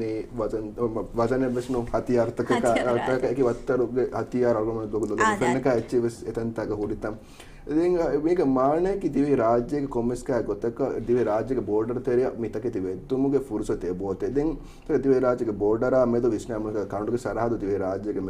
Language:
Divehi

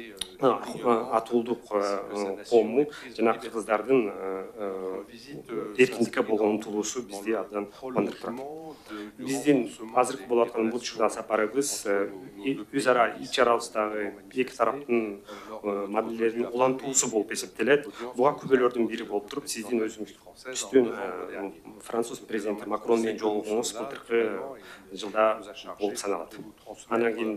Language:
Kyrgyz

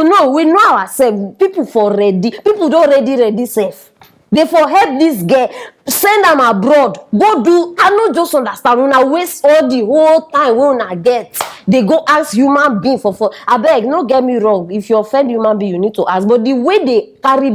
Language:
Nigerian Pidgin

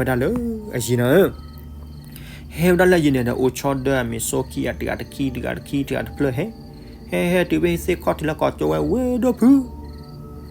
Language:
S'gaw Karen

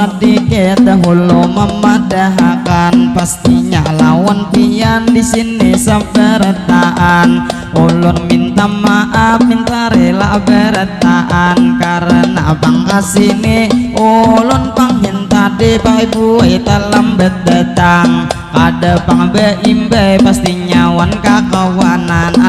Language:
Banjar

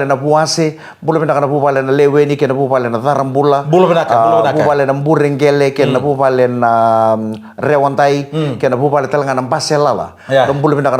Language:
Fijian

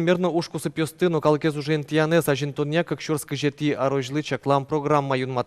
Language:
Udmurt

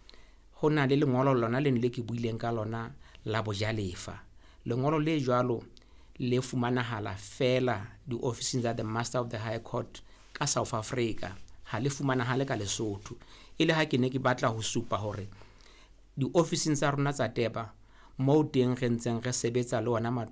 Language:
Southern Sotho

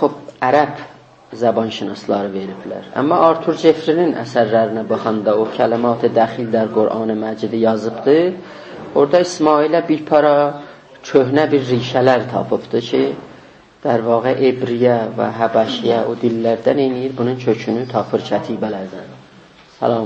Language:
South Azerbaijani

